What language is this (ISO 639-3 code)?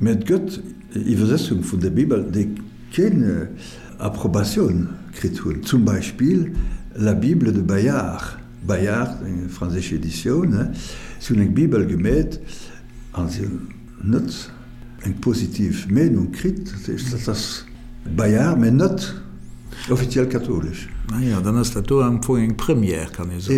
ltz